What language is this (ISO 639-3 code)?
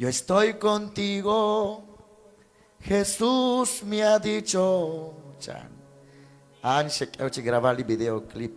kek